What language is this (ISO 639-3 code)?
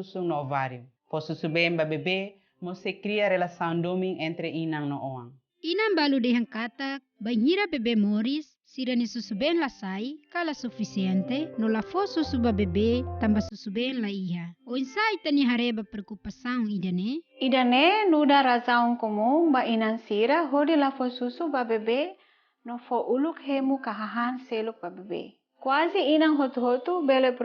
tet